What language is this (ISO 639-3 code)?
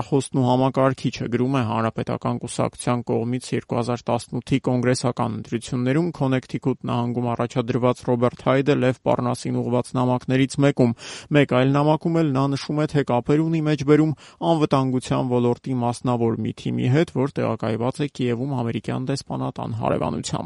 hye